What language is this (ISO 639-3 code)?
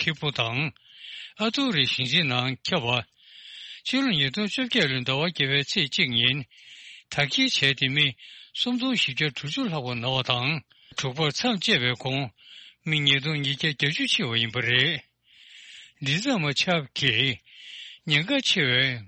bod